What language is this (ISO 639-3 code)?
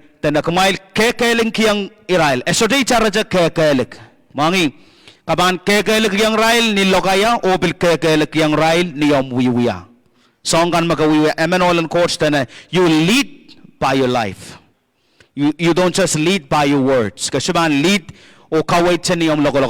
pon